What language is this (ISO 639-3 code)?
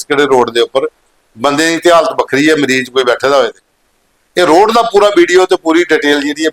doi